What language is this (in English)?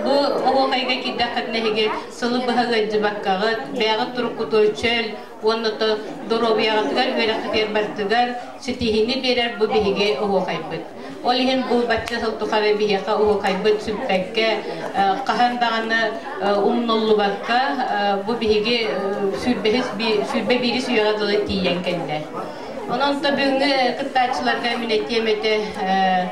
Yakut